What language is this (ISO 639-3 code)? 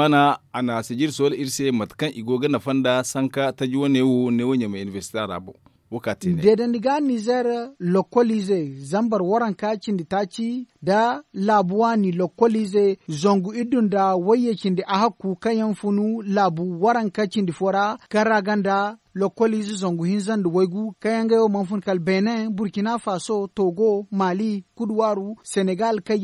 dje